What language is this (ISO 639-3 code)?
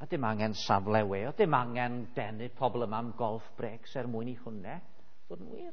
cym